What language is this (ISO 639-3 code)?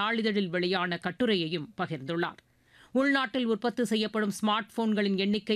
tam